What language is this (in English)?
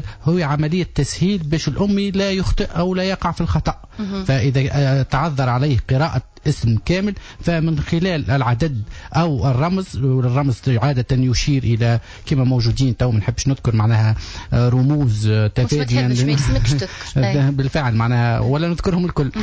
Tunisian Arabic